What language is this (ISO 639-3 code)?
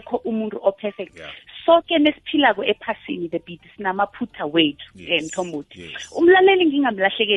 nbl